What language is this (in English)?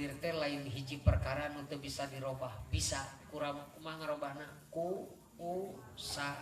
Sundanese